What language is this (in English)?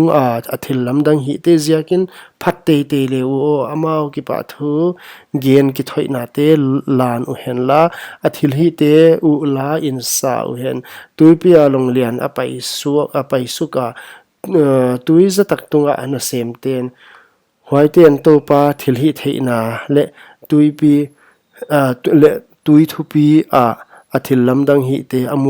Paite Chin